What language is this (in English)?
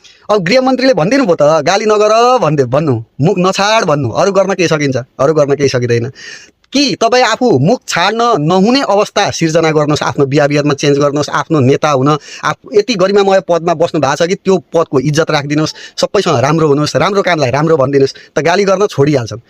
Nepali